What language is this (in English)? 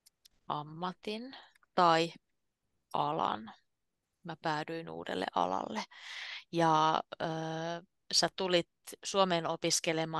Finnish